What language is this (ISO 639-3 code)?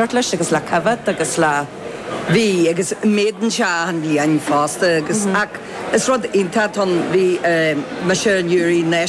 gle